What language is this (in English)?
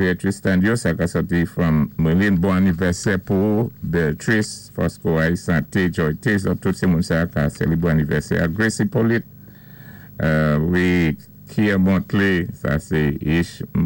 Saint Lucian Creole French